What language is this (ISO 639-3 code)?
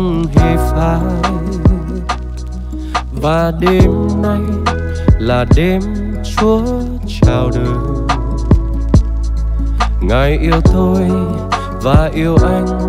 vie